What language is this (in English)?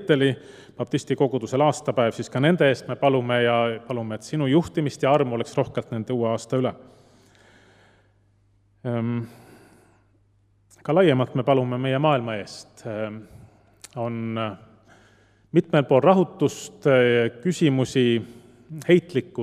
Estonian